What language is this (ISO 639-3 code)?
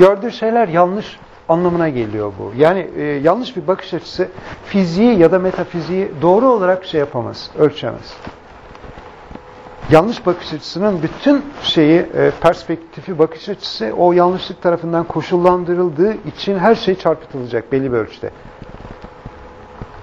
tur